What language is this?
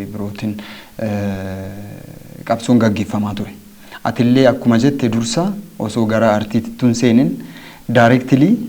Oromo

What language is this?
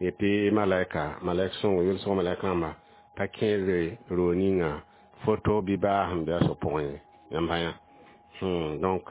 Mossi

